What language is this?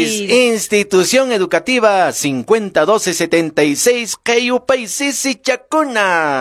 Quechua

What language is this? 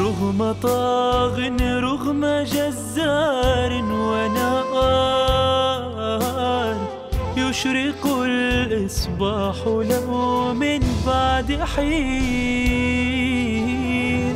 Mesopotamian Arabic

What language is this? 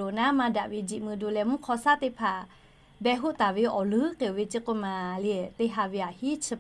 Lahu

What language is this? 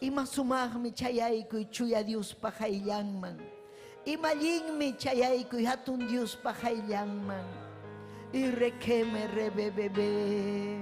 Ayacucho Quechua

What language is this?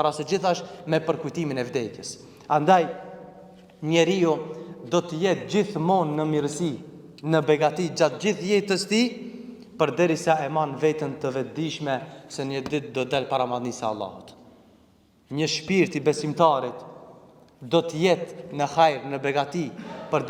Albanian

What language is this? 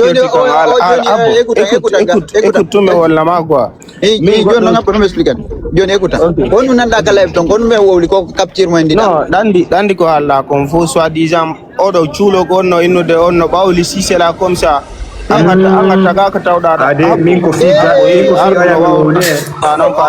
Fula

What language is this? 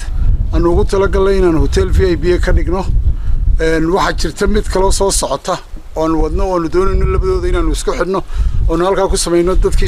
Somali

